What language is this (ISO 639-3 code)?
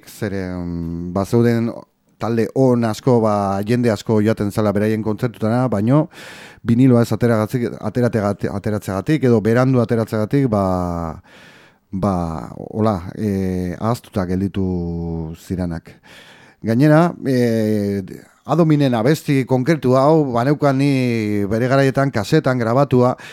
eus